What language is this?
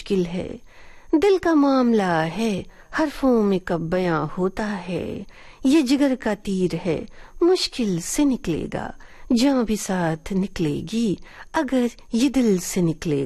Urdu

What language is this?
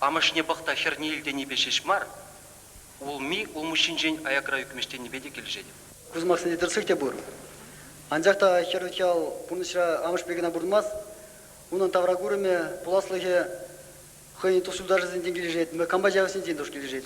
Chuvash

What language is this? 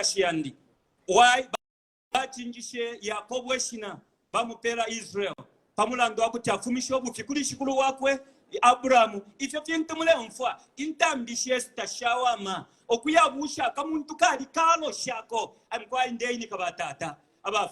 Bemba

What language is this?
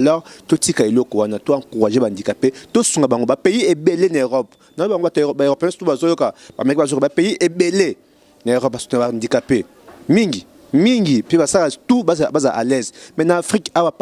Lingala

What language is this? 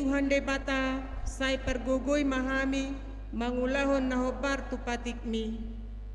Batak Toba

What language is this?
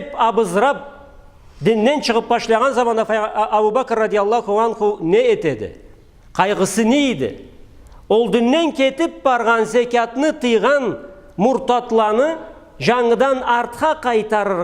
Karachay-Balkar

